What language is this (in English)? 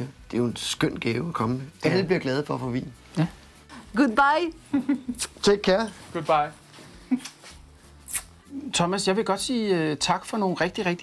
Danish